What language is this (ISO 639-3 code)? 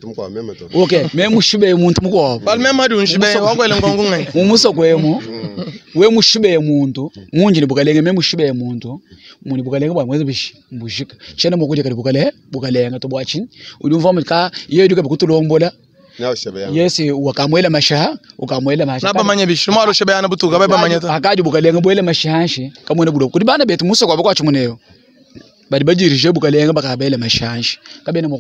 lua